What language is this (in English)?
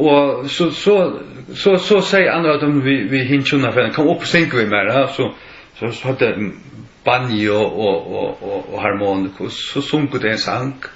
Faroese